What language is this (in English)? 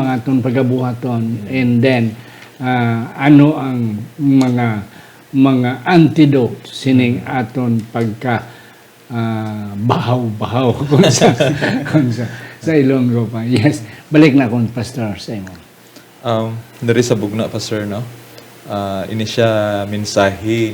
Hiligaynon